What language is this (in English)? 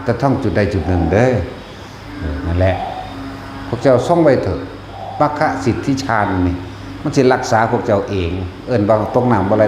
Northeastern Thai